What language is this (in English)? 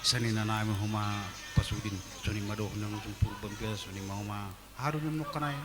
Batak Simalungun